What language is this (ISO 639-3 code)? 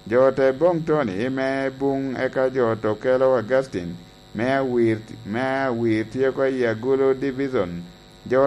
laj